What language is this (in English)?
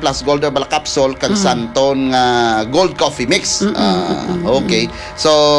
Hiligaynon